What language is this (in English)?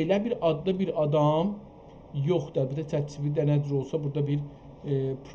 South Azerbaijani